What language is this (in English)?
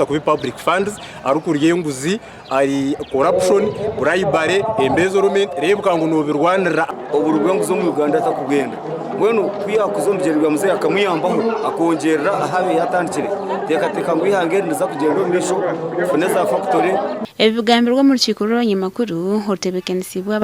Nyankole